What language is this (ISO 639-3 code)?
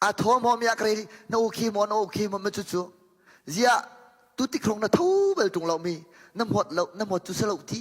cnh